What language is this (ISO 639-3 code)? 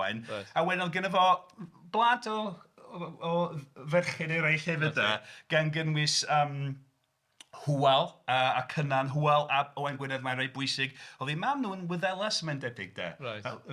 cym